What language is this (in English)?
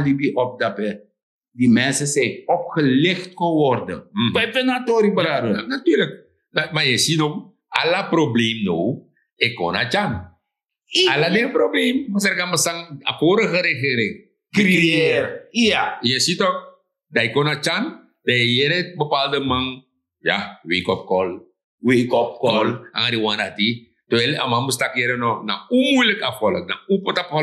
Sranan Tongo